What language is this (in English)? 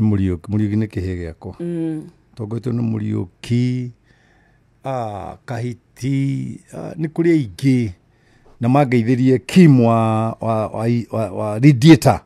Kikuyu